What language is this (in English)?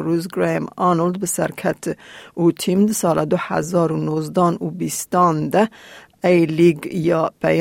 Kurdish